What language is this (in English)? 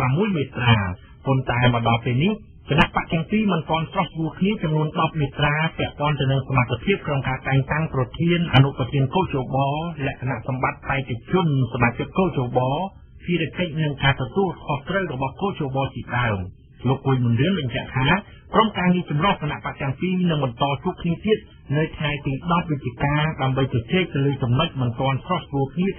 Khmer